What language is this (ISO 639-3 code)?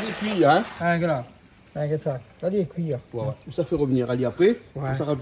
rcf